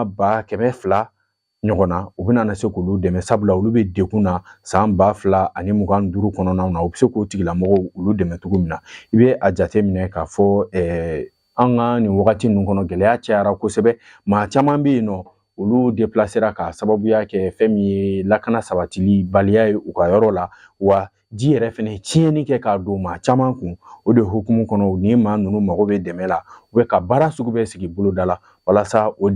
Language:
Bambara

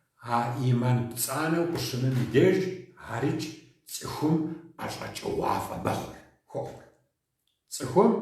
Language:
Kabardian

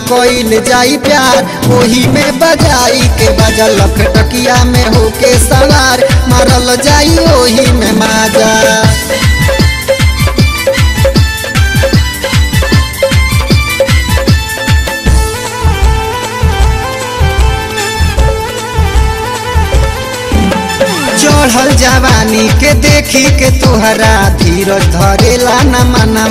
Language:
Bhojpuri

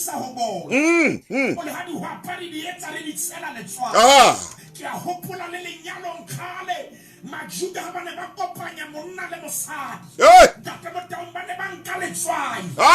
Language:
Southern Sotho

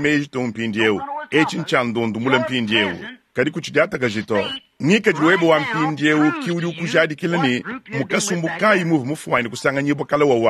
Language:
Luba-Lulua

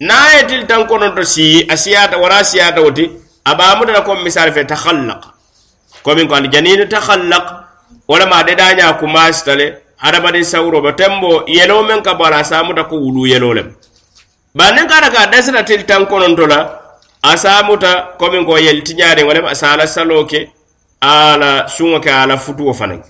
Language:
Mandingo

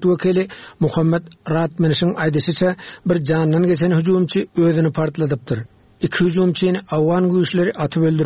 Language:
Turkmen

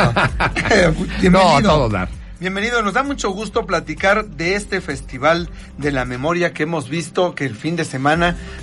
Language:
Spanish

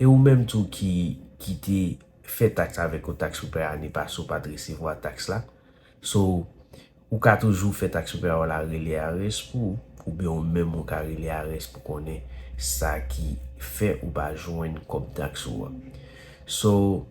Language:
Haitian Creole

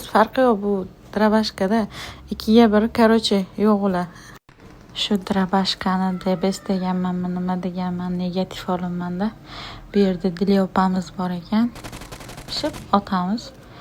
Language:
Uzbek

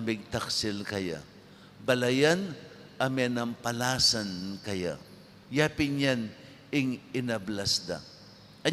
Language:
Pampanga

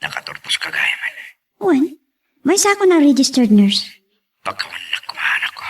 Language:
Iloko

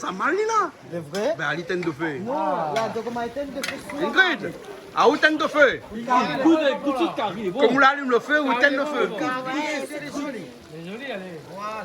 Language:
Réunion Creole French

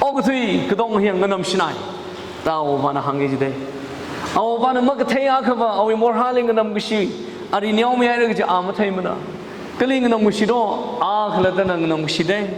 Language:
Tangkhul Naga (India)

